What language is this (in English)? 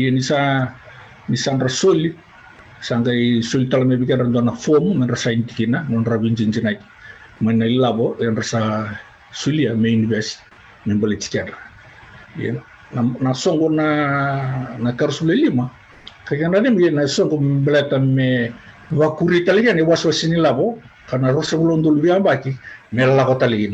Fijian